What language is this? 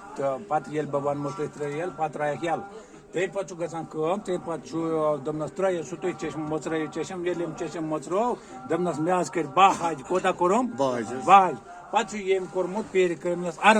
Kashmiri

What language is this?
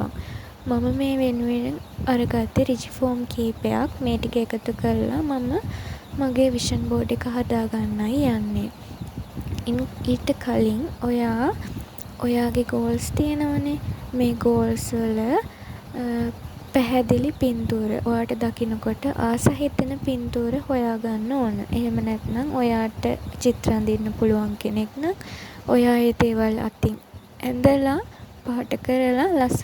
Sinhala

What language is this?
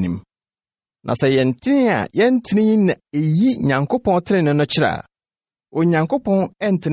Akan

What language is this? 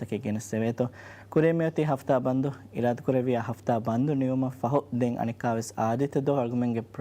Divehi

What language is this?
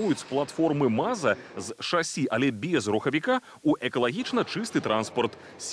Belarusian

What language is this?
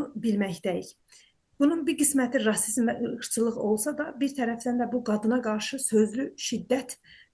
South Azerbaijani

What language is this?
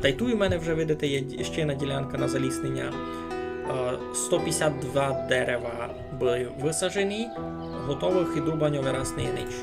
Rusyn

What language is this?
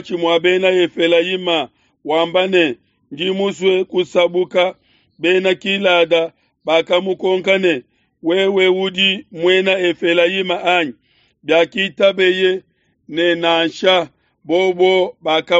Luba-Lulua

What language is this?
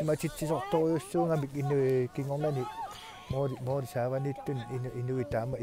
Kalaallisut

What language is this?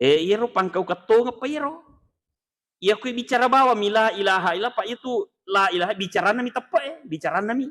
Buginese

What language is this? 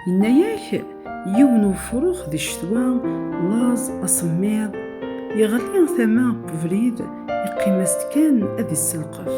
Kabyle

